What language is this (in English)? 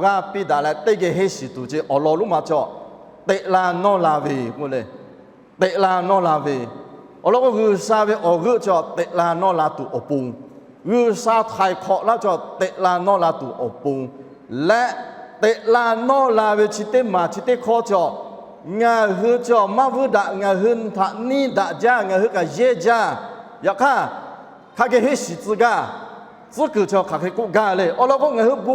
Lahu